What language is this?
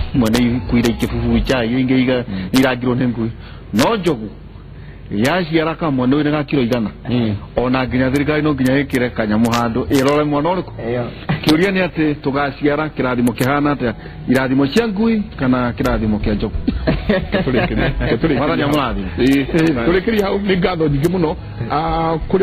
Kikuyu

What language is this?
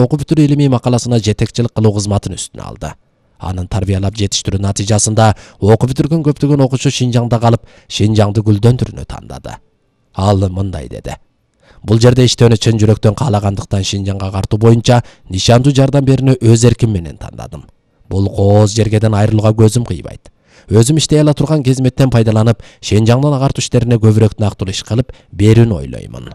Kyrgyz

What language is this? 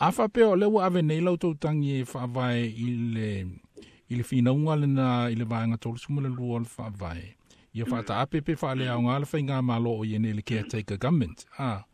Samoan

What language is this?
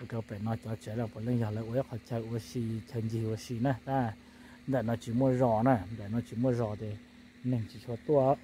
Hmong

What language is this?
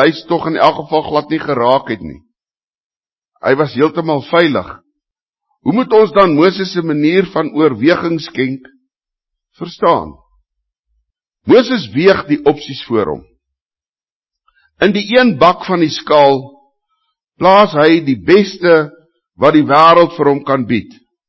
Afrikaans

